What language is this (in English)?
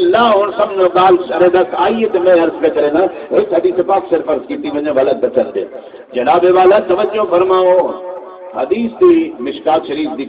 Saraiki